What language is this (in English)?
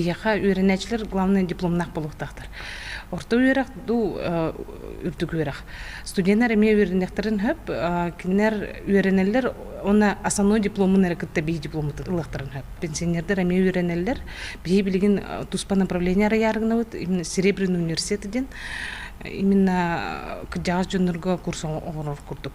Yakut